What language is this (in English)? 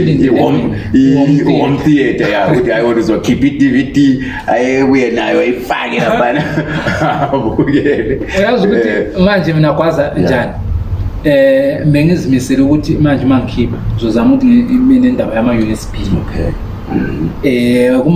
Zulu